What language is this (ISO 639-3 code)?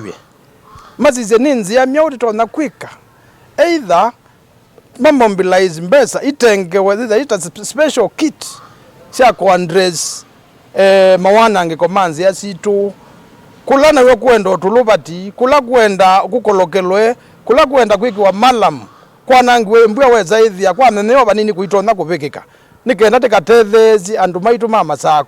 kam